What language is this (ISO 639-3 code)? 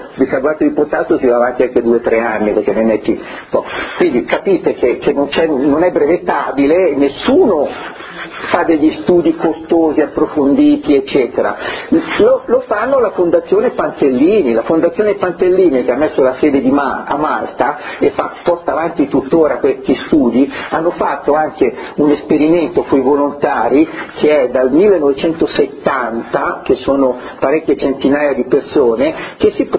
ita